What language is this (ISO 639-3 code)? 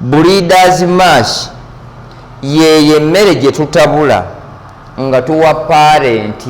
lug